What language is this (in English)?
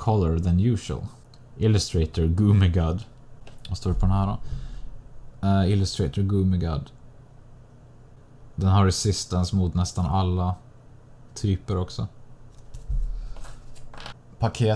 Swedish